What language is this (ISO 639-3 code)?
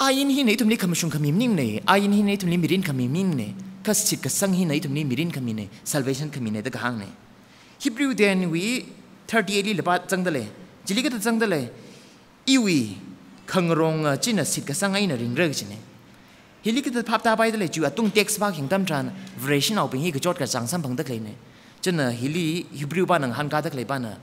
nmf